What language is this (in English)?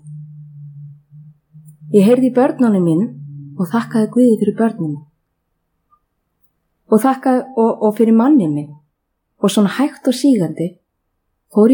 Icelandic